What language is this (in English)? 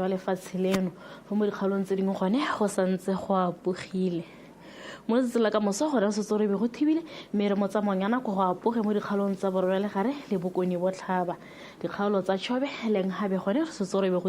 Tswana